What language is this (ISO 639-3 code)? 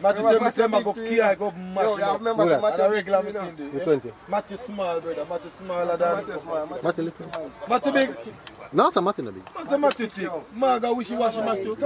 jam